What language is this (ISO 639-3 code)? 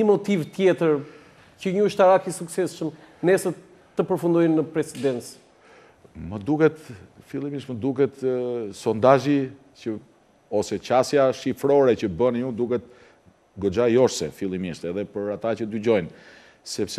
sqi